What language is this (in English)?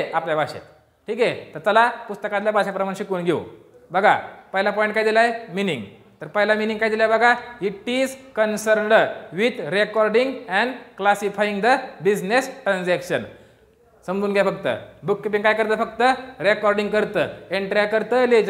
Marathi